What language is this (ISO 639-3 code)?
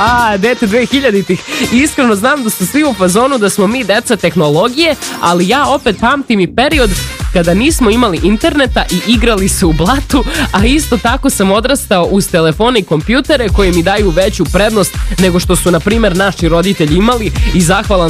srp